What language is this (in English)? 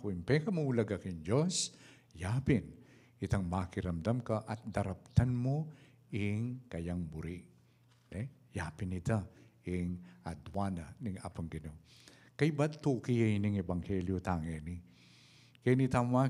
Pampanga